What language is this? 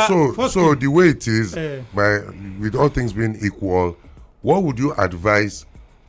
Nigerian Pidgin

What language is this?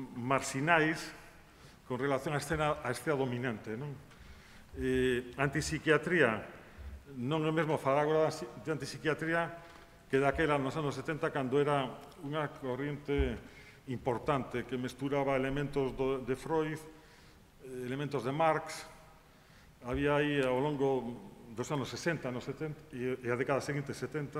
Galician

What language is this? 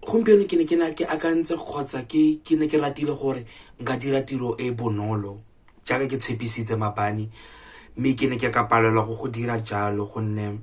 Tswana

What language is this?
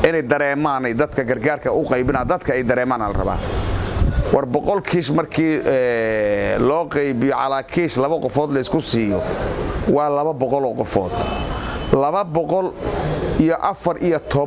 Somali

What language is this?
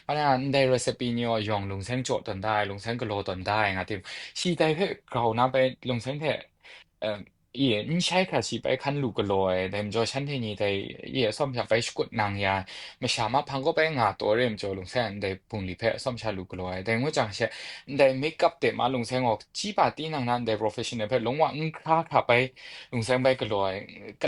Kachin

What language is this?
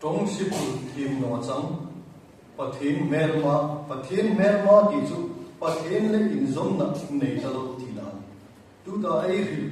Hmar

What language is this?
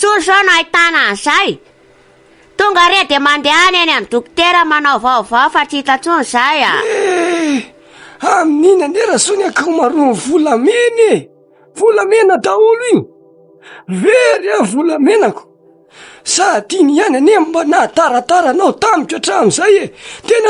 Malagasy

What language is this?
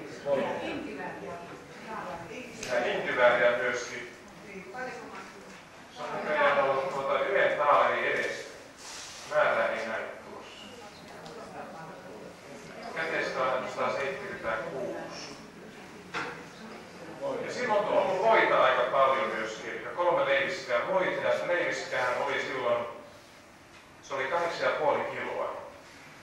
Finnish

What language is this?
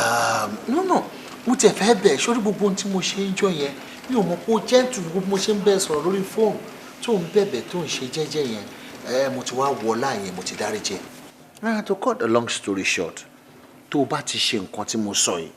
Yoruba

